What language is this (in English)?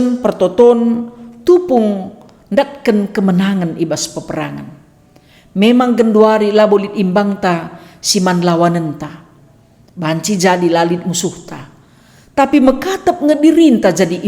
Batak Karo